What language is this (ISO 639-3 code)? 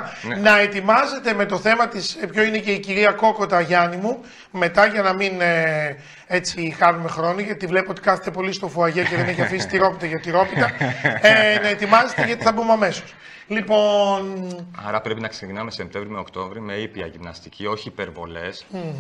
ell